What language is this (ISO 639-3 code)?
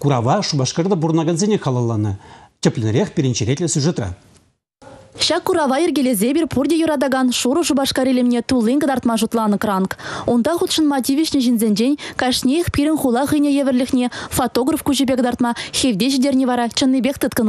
chv